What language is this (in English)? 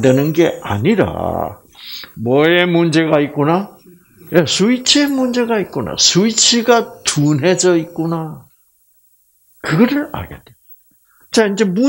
Korean